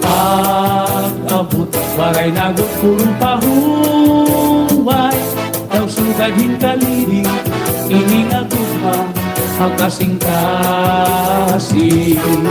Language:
Waray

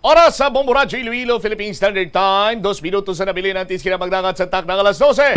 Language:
Hiligaynon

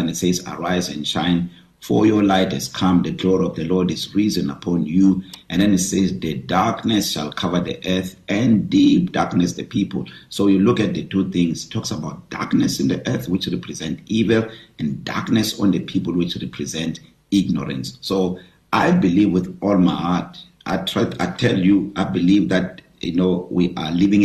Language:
English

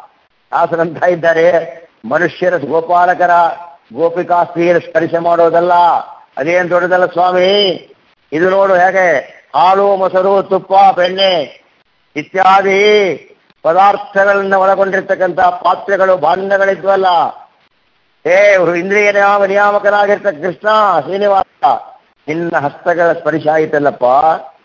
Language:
Kannada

